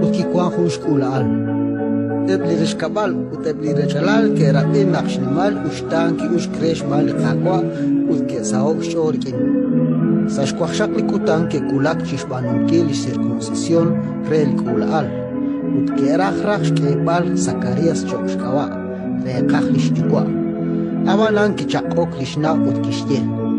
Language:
Kekchí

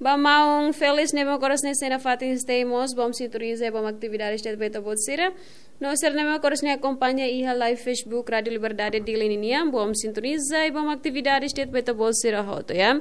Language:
Tetum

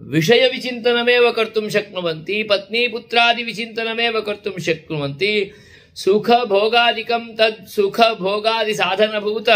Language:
Sanskrit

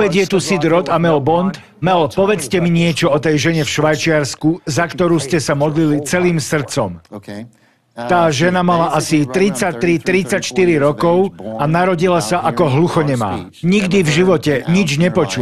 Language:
Slovak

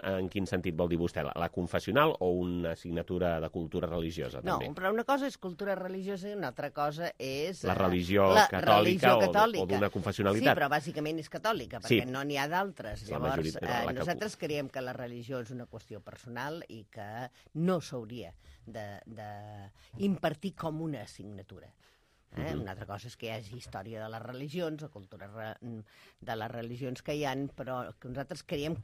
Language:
Catalan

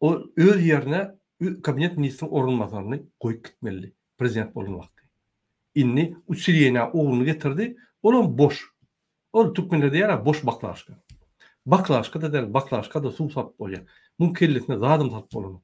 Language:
Turkmen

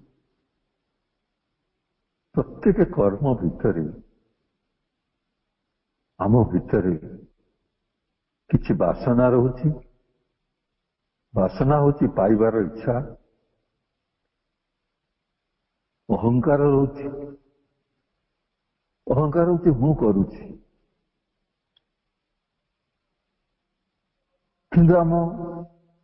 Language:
Odia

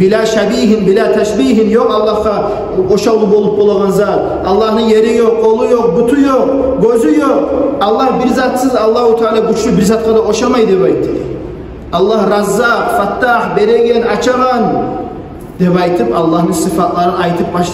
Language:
Kumyk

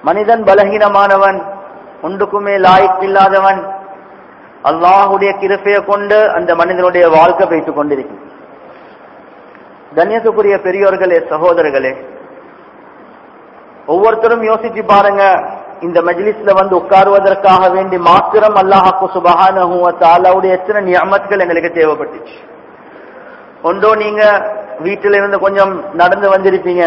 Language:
Tamil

